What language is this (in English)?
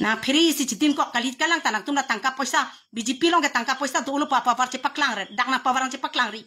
Karbi